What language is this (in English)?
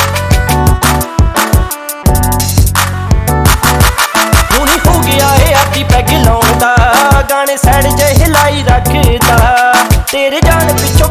Punjabi